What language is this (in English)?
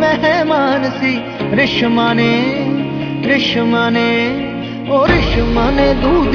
Punjabi